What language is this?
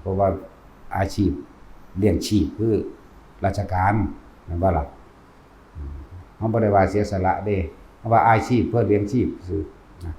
Northeastern Thai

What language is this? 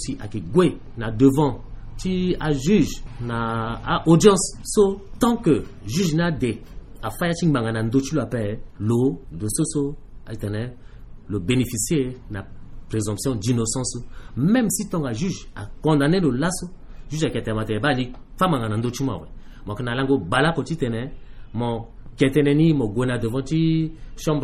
Sango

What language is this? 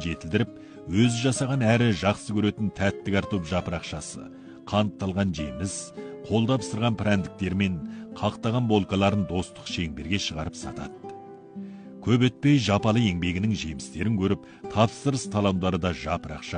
Kazakh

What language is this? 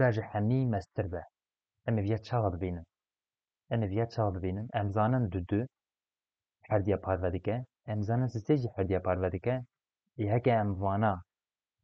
Kurdish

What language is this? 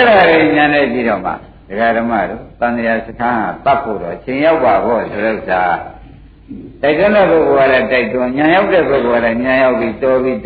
Burmese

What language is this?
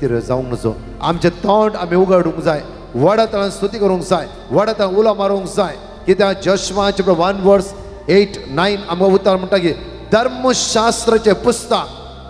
Konkani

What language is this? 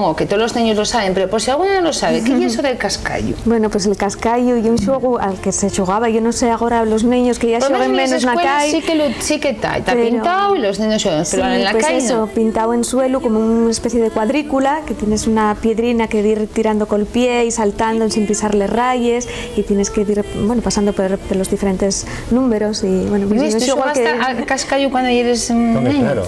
Asturian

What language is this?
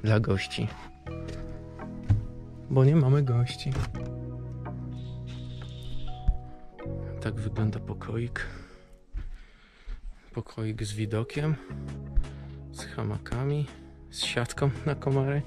Polish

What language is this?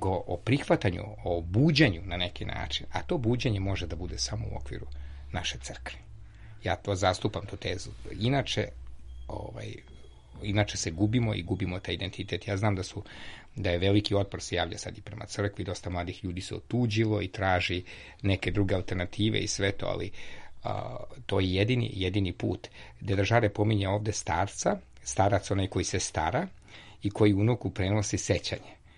Serbian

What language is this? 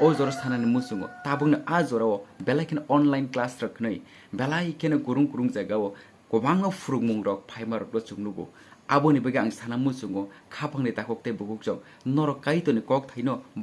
Kok Borok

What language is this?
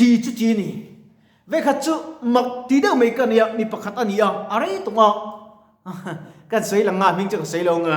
Mizo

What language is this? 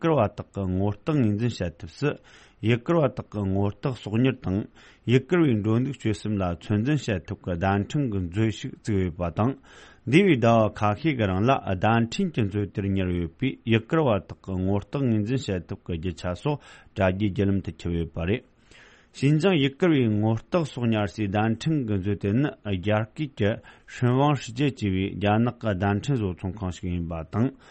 Tibetan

